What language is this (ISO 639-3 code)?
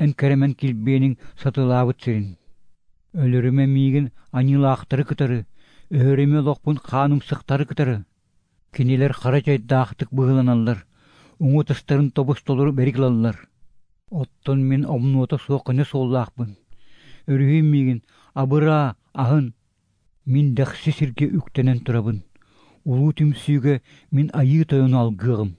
sah